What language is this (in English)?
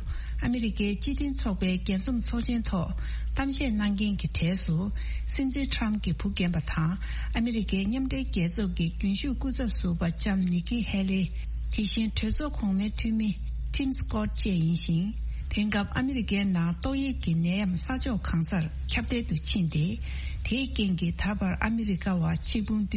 Tibetan